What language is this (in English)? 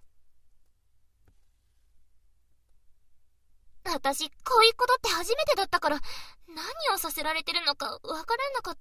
Japanese